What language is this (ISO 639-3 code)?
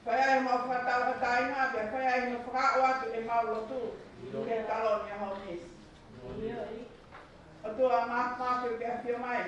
ton